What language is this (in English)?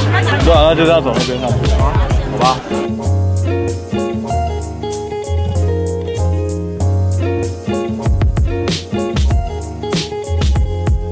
Chinese